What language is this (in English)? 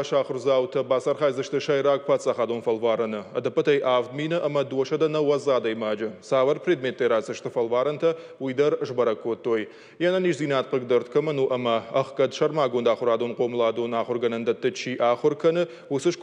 Ossetic